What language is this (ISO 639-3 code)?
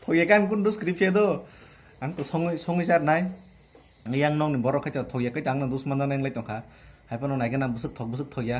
trp